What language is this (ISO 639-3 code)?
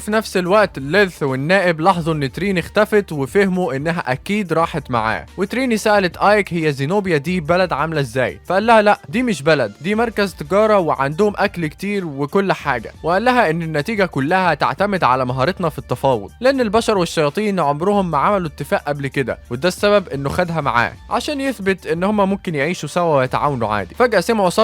arz